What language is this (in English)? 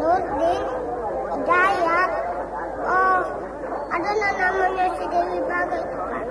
Minangkabau